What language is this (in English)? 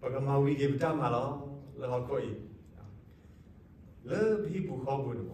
S'gaw Karen